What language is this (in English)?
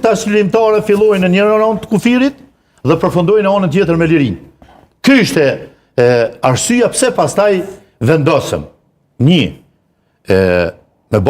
Albanian